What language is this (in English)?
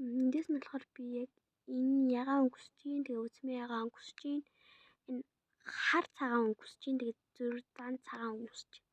Mongolian